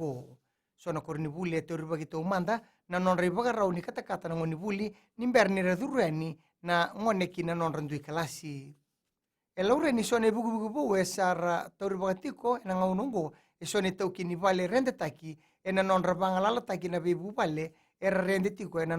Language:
Fijian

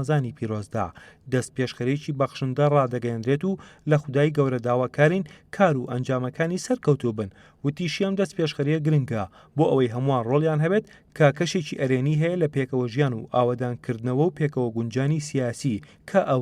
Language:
Central Kurdish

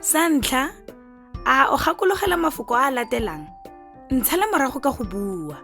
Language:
Tswana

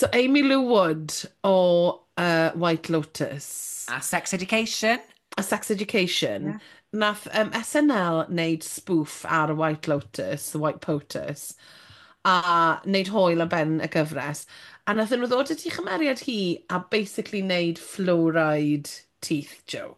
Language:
Welsh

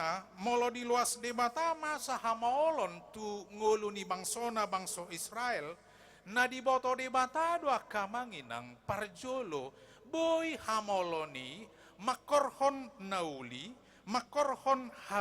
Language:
Batak Toba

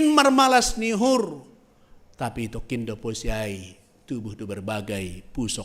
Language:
Batak Simalungun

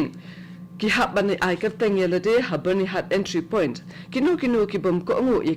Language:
Khasi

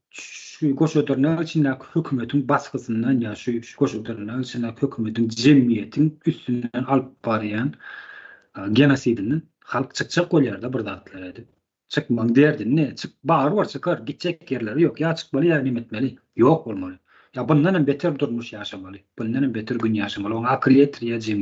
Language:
Turkmen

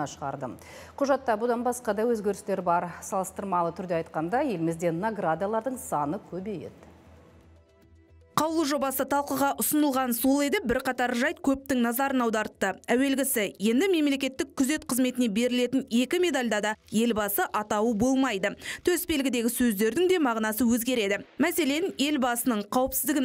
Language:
Kazakh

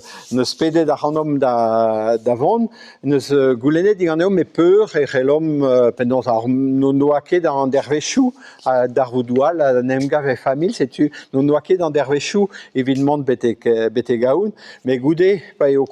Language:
Breton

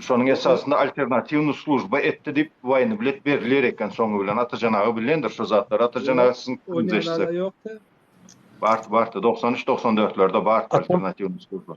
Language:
Turkmen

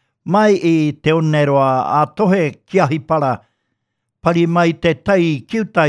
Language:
Māori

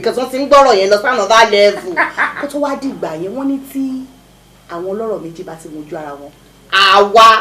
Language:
Yoruba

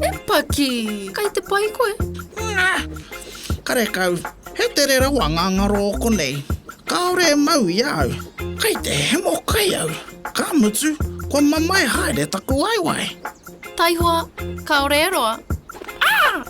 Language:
Māori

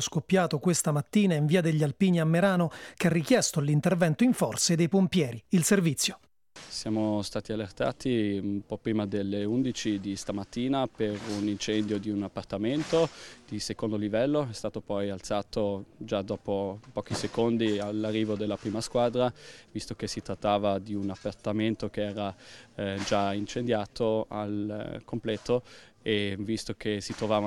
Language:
Italian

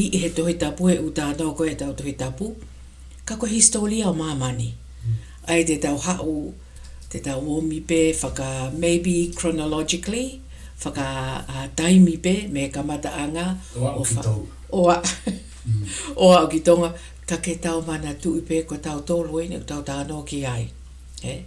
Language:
Tongan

